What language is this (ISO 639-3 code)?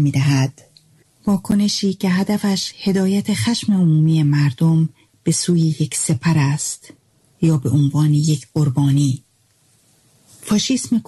fas